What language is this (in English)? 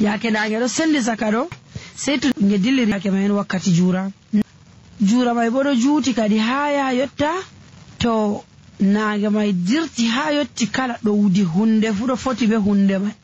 Nigerian Fulfulde